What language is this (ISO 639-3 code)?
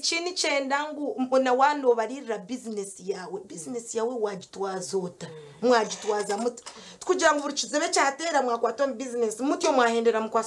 nyn